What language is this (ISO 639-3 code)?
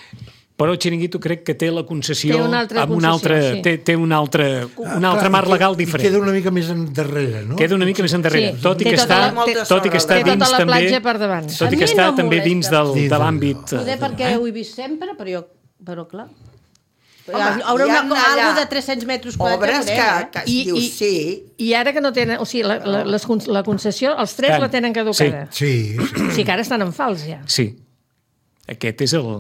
cat